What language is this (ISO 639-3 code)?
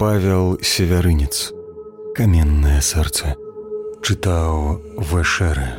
bel